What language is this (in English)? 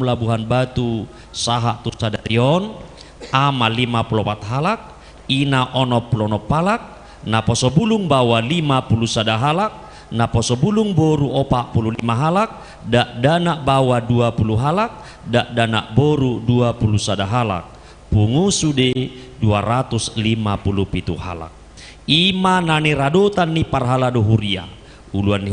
Batak Toba